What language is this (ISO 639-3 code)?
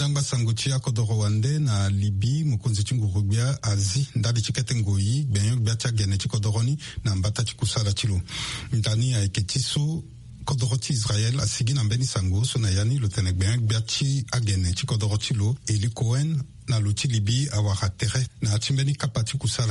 sag